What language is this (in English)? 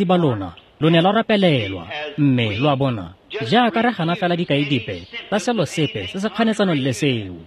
Tswana